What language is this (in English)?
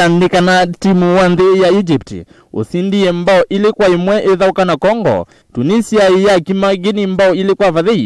Kamba